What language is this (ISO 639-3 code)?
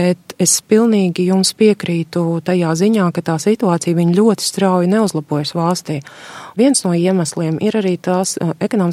lav